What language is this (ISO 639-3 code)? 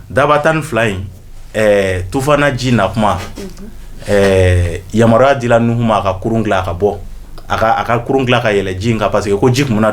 bam